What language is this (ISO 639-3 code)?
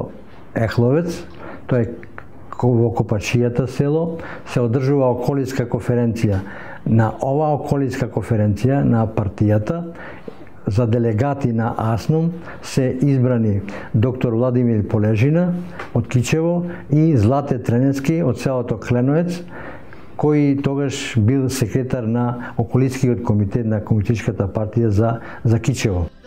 mkd